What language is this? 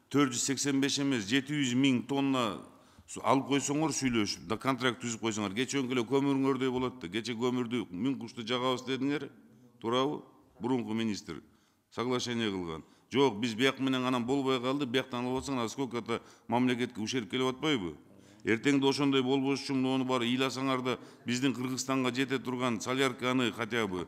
Kyrgyz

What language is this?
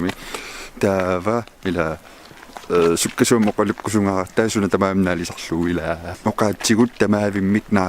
Kalaallisut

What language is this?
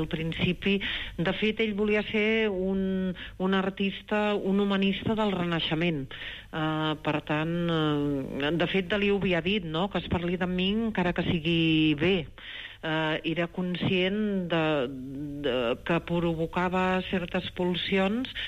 Catalan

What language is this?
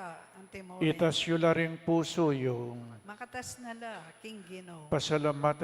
Pampanga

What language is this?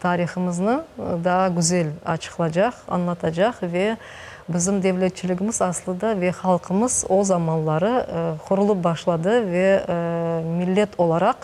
Crimean Tatar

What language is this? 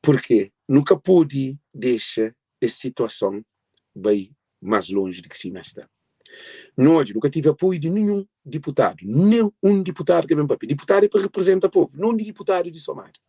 Kabuverdianu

